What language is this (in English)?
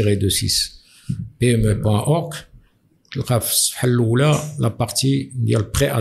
Moroccan Arabic